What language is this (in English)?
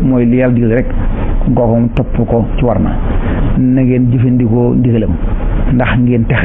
Wolof